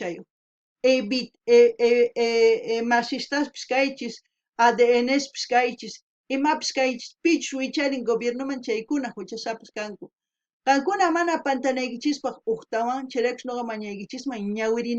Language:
South Bolivian Quechua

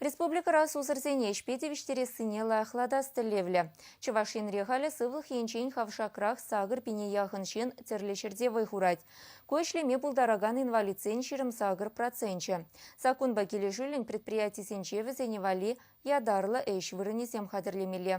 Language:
Chuvash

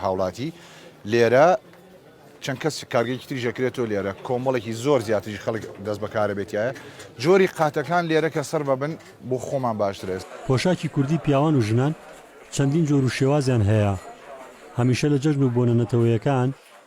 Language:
Central Kurdish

